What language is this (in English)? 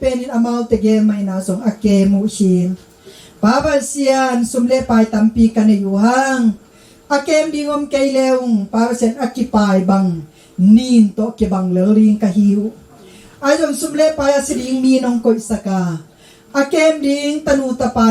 Tedim Chin